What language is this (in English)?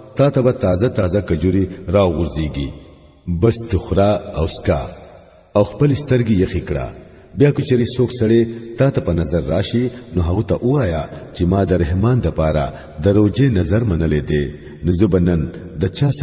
Pashto